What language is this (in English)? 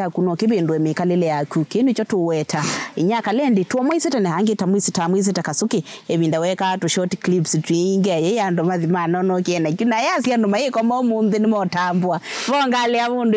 Kamba